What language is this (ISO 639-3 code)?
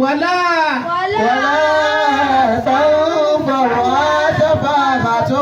yor